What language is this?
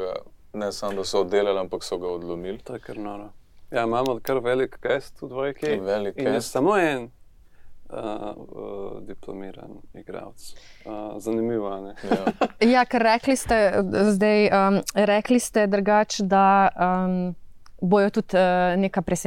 Slovenian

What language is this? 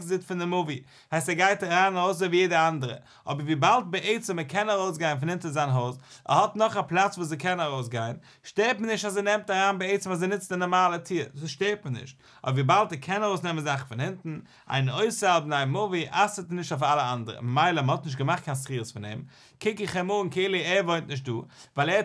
Yiddish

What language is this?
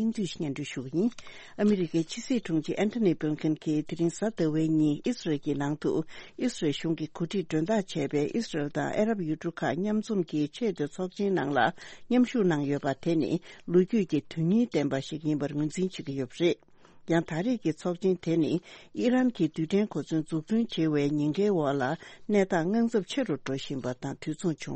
Tibetan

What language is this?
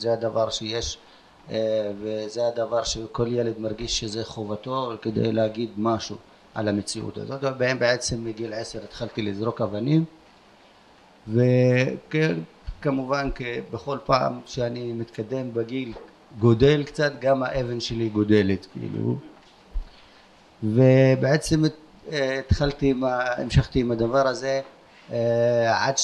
Hebrew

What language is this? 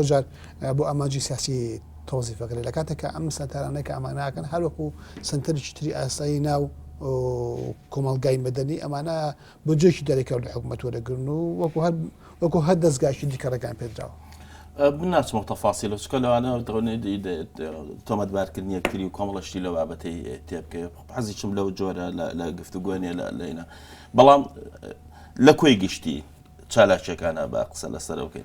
Central Kurdish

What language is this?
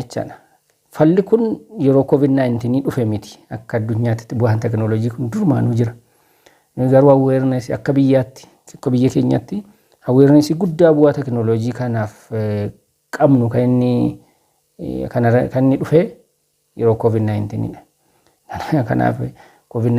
Oromo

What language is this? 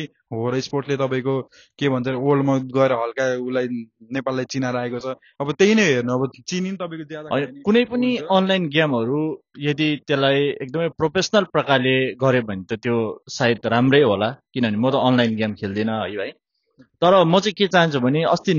Nepali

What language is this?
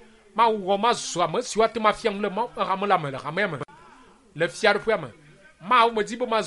Ewe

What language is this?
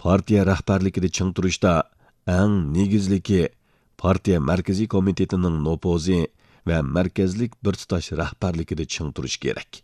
Uyghur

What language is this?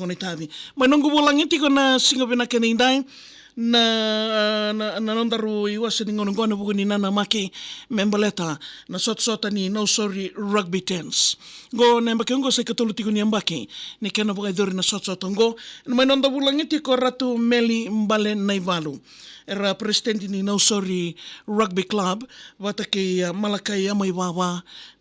Fijian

